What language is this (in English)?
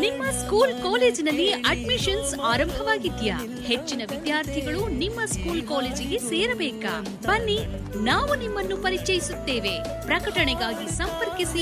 Kannada